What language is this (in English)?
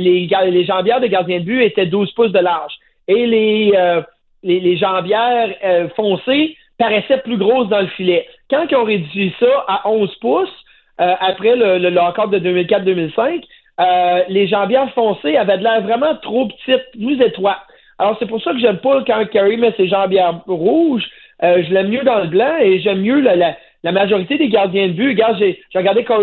French